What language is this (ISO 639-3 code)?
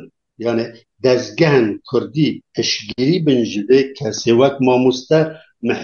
kur